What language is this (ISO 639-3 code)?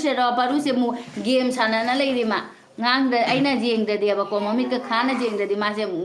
mni